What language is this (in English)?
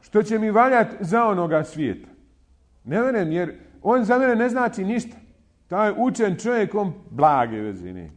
Bosnian